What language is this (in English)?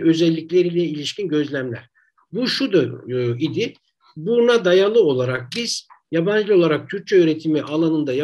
Turkish